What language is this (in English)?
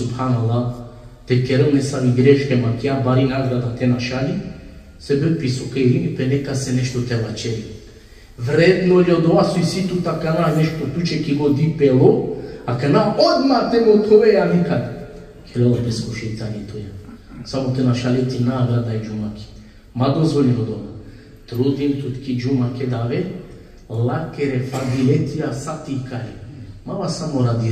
Balkan Romani